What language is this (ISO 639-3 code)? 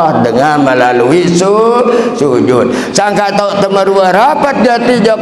sas